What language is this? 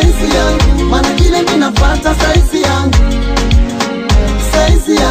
Swahili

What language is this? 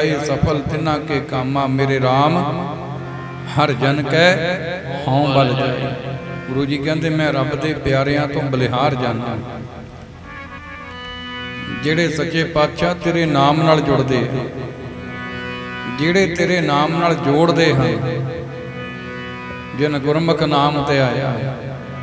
Punjabi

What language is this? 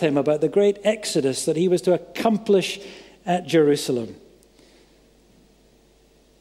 English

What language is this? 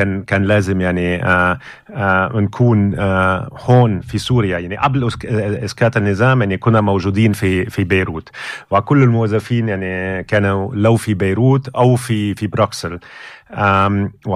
North Levantine Arabic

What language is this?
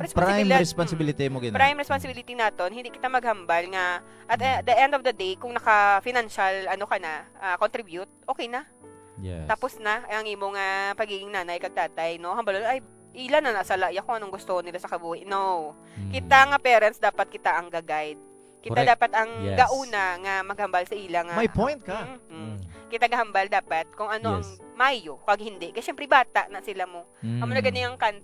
Hiligaynon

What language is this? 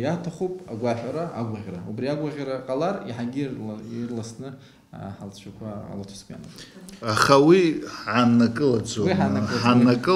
Abkhazian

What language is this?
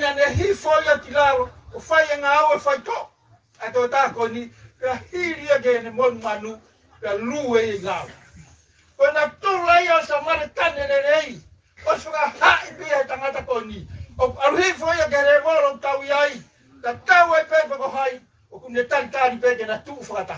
Tongan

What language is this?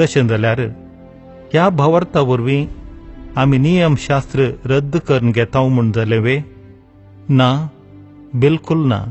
Konkani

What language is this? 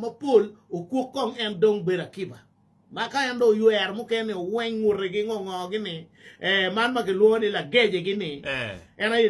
Acoli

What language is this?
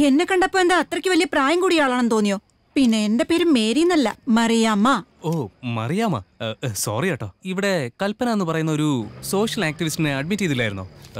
Malayalam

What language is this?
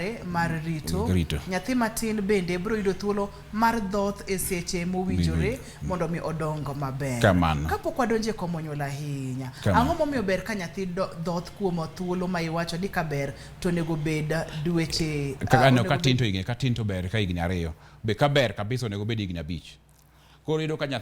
Luo (Kenya and Tanzania)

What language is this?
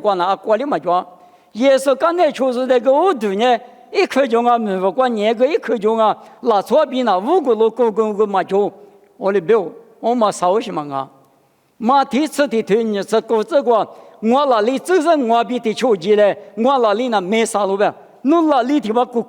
Lisu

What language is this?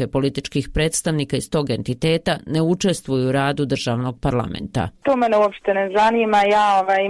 Croatian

